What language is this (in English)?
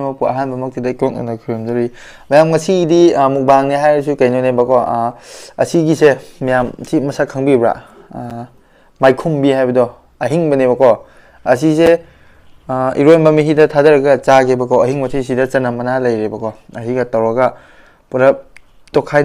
Manipuri